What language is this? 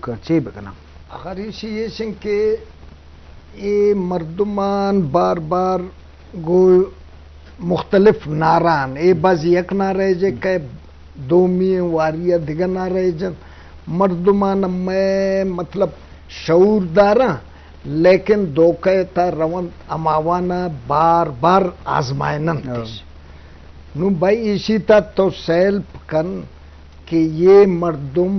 Eastern Balochi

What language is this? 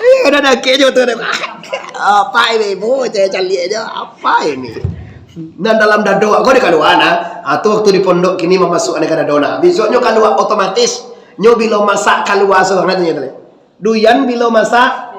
Minangkabau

